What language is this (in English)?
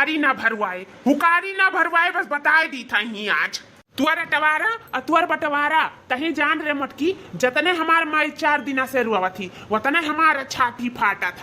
Awadhi